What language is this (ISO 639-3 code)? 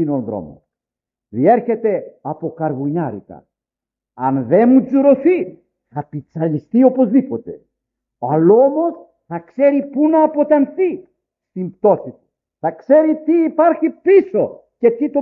ell